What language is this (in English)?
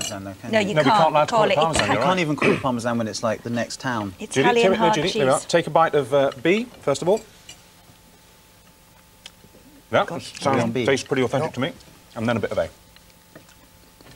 English